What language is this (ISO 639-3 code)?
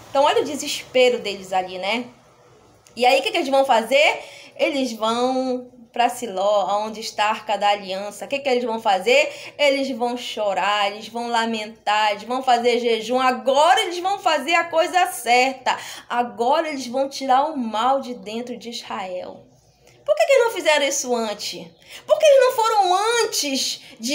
por